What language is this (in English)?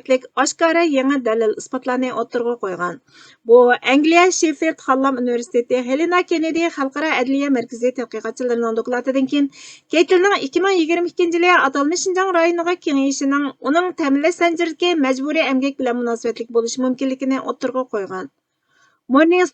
Uyghur